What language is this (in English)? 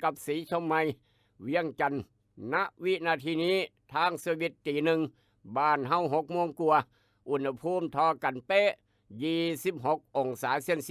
Northeastern Thai